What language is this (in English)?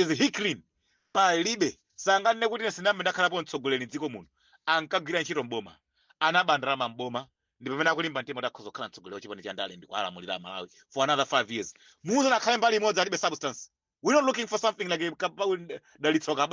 Nyanja